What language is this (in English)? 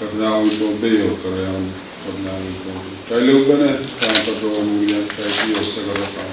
Pohnpeian